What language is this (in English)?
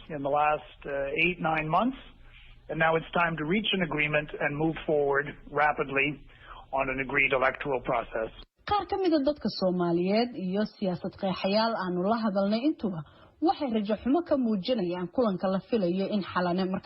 Somali